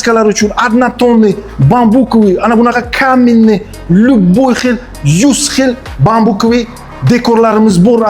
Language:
Uzbek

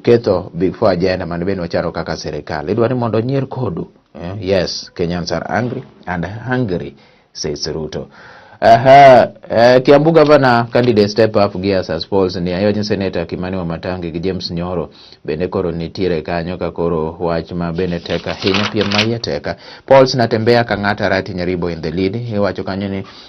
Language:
Luo (Kenya and Tanzania)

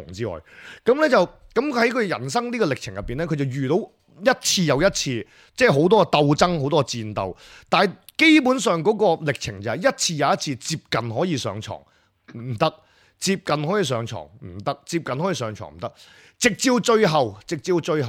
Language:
Cantonese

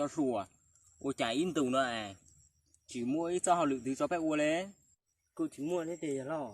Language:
Hmong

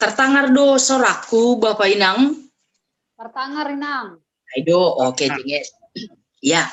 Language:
Batak Simalungun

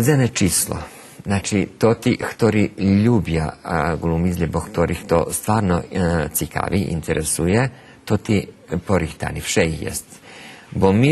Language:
Rusyn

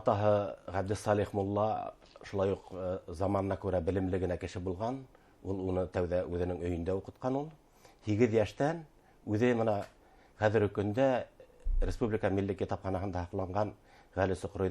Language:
Bashkir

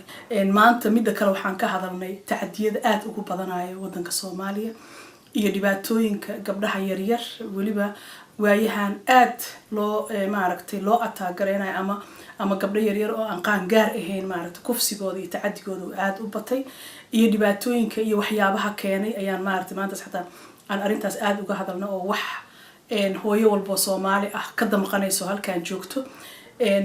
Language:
Somali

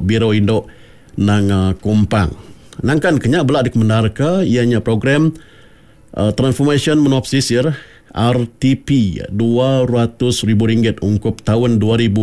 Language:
Iban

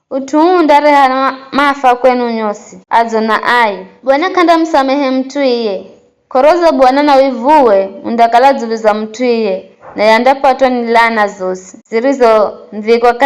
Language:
Giryama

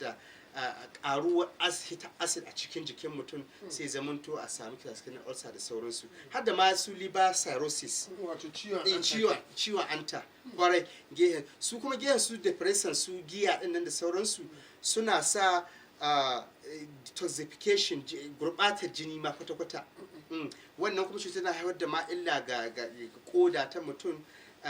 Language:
Hausa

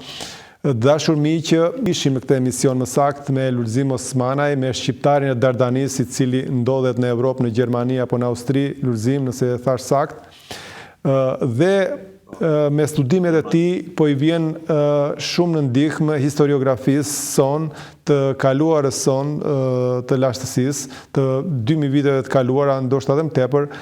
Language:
Albanian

